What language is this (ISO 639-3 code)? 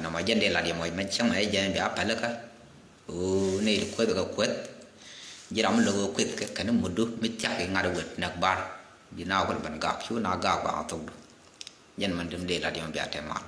nus